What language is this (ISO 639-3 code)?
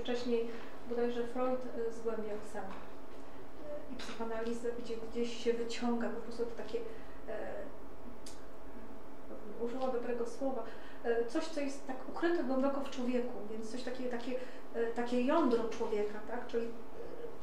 pol